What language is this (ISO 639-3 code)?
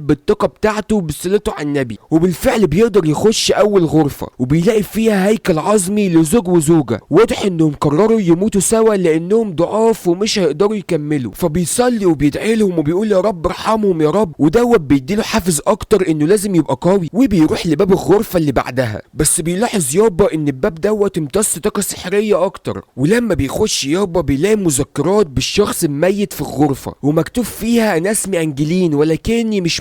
arz